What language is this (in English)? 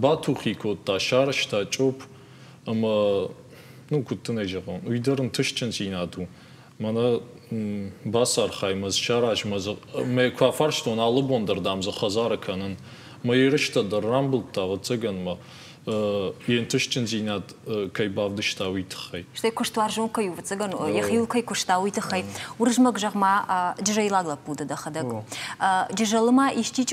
Ossetic